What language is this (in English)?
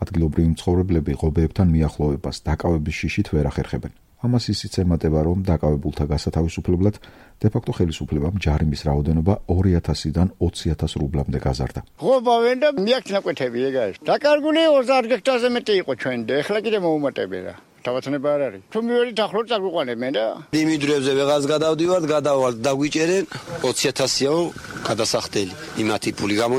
Georgian